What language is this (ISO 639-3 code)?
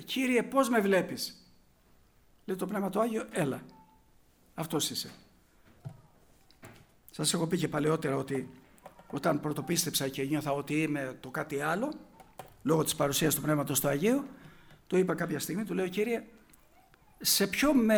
ell